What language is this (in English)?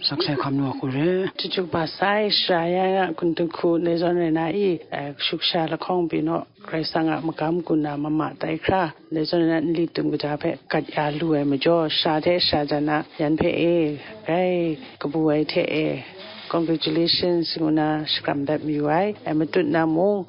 Kachin